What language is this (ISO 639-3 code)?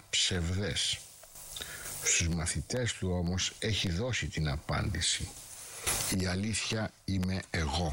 ell